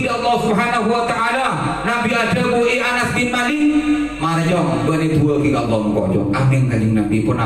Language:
Madurese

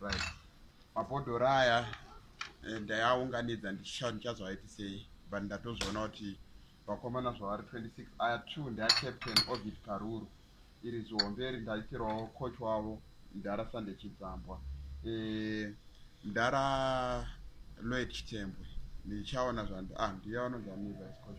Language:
Shona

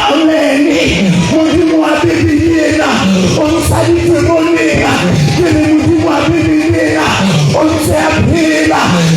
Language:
Southern Sotho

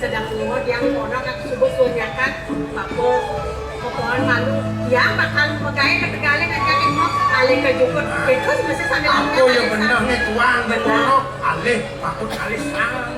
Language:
Balinese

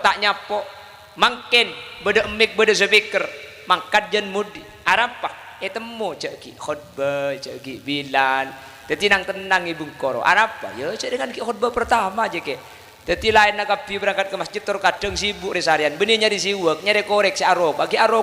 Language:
Madurese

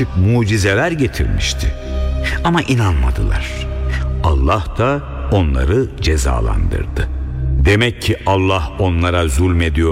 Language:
Turkish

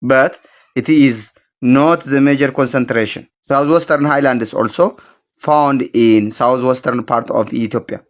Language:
English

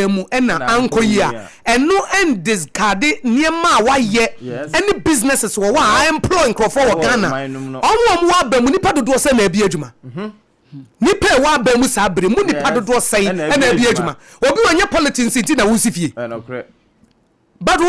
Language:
Akan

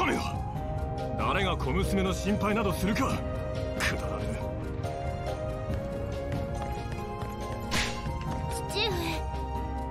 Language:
Japanese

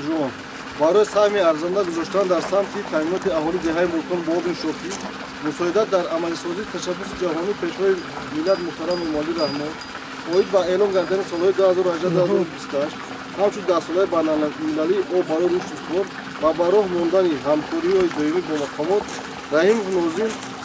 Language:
Tajik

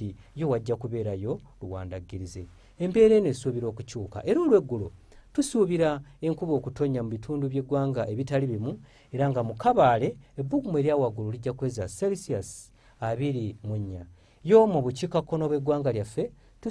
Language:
Ganda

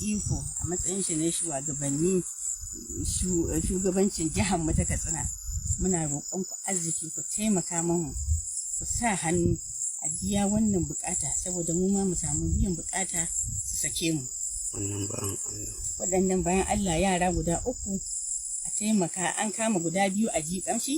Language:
Hausa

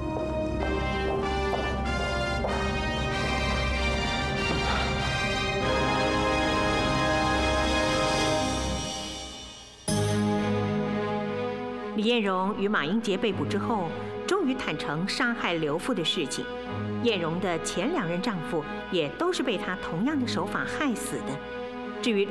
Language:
Chinese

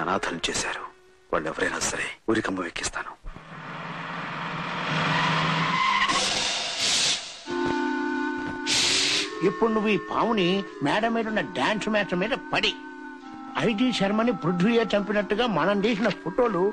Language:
Telugu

